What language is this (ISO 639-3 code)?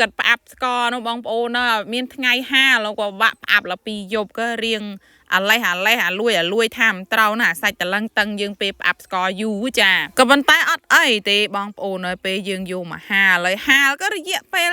khm